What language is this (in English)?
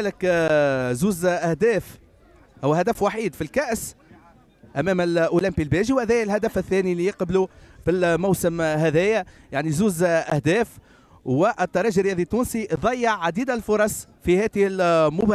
Tunisian Arabic